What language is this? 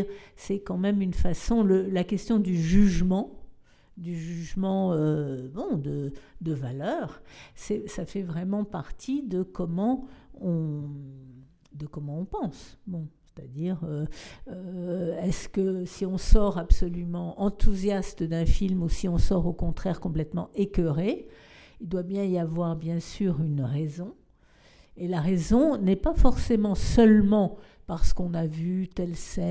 French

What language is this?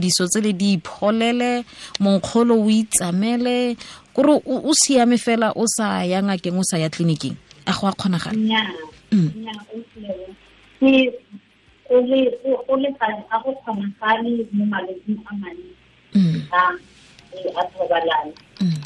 Tswana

